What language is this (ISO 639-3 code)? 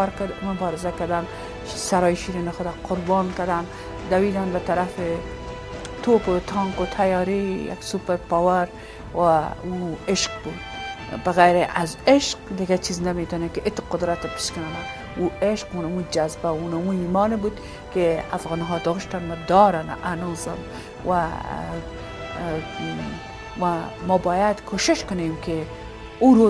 fas